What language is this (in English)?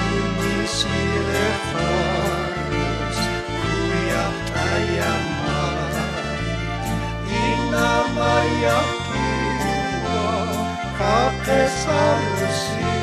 Aymara